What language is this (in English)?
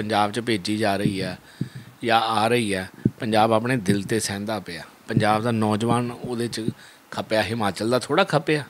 Punjabi